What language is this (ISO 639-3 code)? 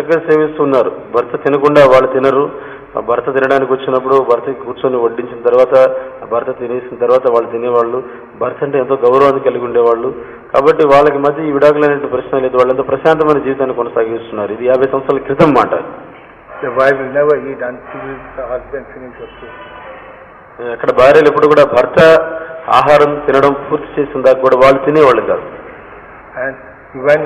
tel